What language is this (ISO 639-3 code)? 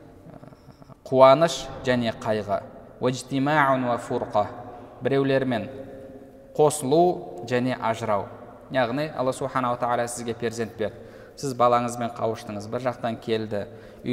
kaz